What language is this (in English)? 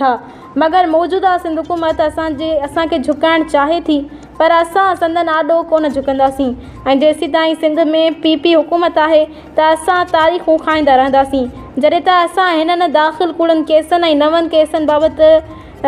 Sindhi